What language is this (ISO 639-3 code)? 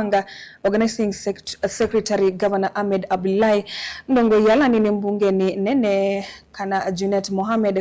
kam